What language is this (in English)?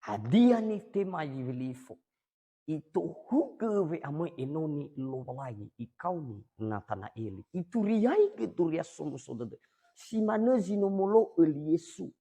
Nias